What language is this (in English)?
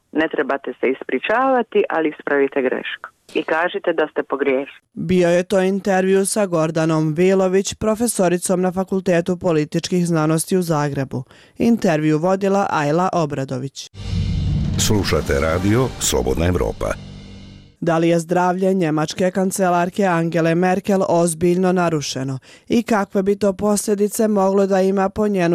Bosnian